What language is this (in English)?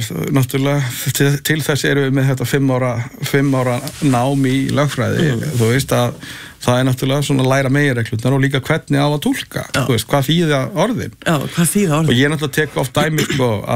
Icelandic